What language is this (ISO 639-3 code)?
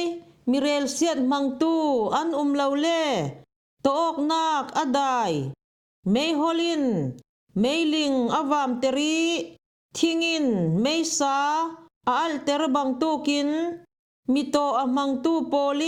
cfm